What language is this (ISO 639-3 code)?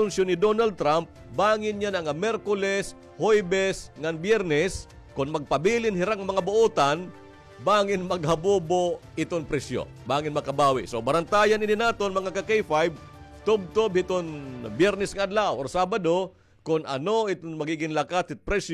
war